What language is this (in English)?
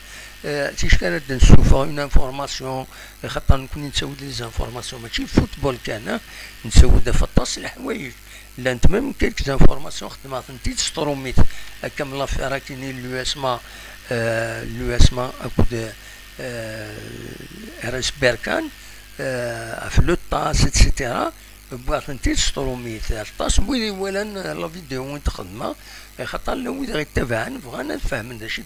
Kabyle